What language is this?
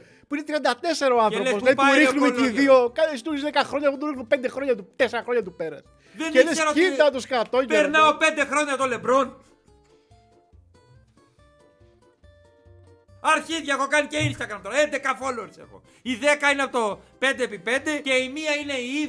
Greek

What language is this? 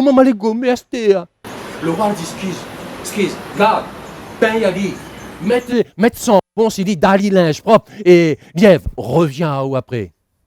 Réunion Creole French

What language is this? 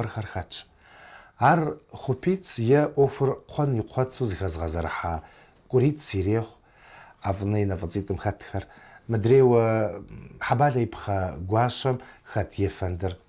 Kabardian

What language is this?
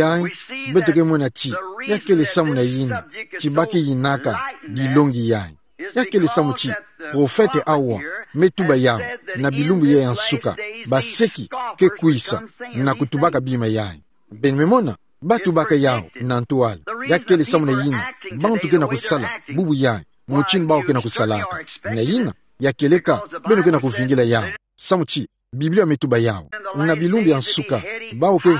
Kituba (Democratic Republic of Congo)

